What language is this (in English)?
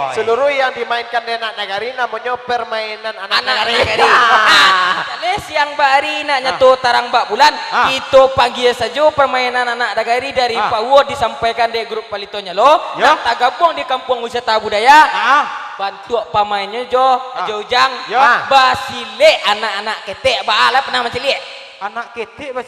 Minangkabau